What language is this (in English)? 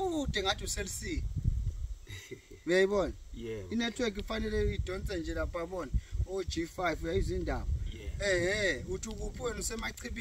Zulu